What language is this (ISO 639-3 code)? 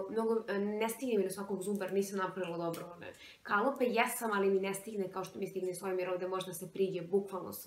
srp